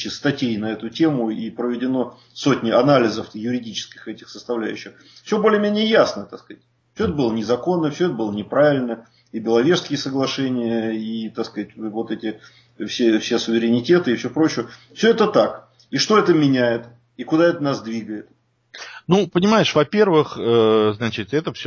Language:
Russian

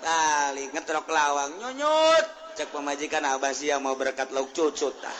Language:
Sundanese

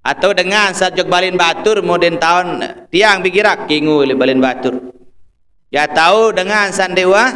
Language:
Sasak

